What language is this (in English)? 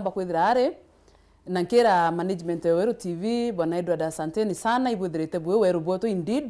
Meru